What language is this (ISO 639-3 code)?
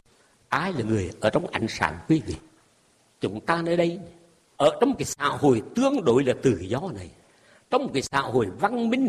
vie